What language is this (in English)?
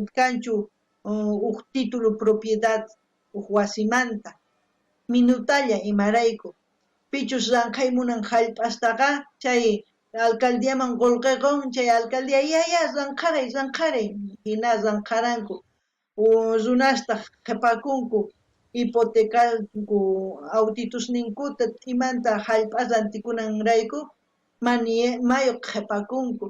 South Bolivian Quechua